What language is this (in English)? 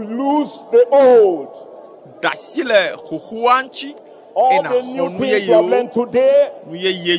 Ewe